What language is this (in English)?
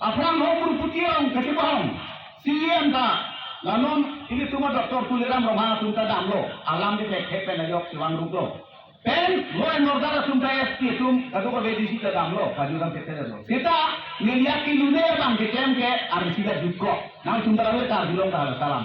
Karbi